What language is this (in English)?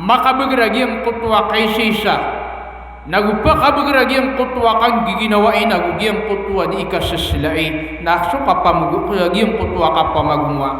Maranao